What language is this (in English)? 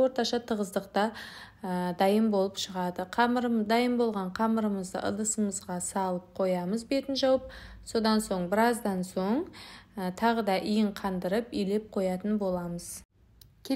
Kazakh